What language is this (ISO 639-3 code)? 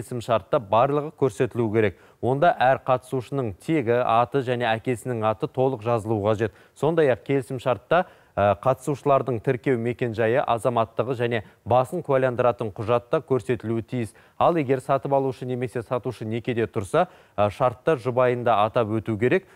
kaz